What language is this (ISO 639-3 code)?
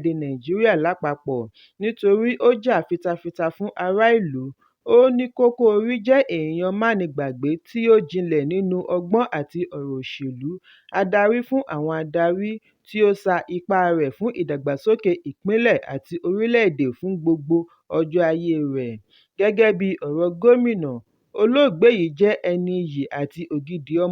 yor